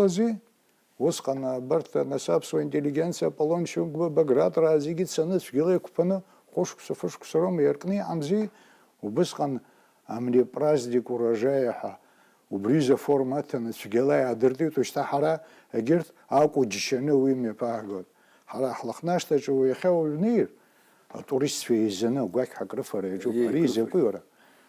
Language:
Abkhazian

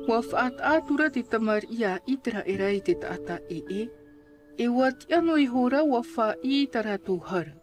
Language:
Tahitian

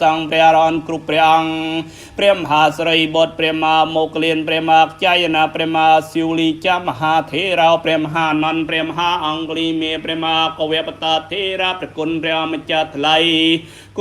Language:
Khmer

